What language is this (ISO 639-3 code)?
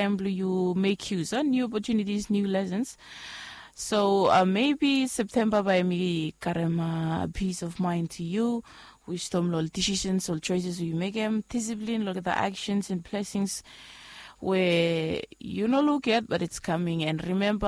bis